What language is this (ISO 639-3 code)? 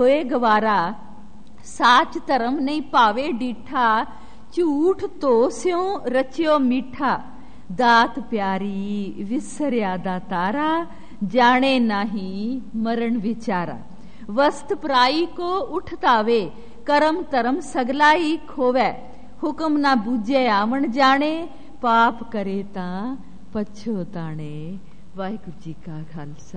pan